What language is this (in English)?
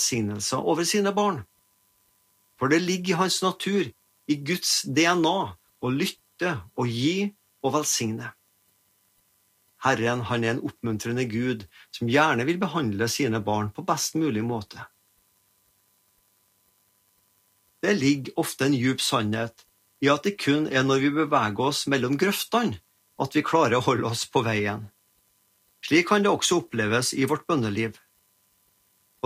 Norwegian